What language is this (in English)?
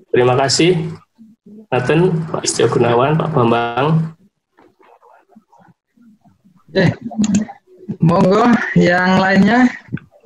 Indonesian